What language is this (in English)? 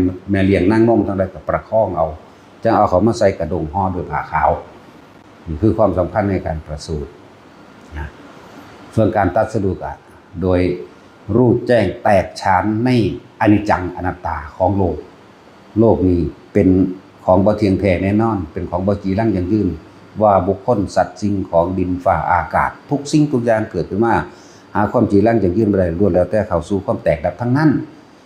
Northeastern Thai